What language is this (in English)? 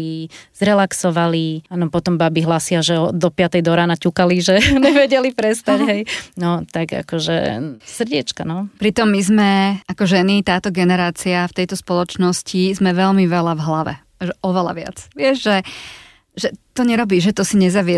Slovak